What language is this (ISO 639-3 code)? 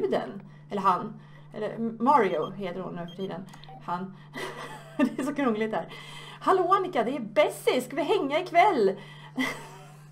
swe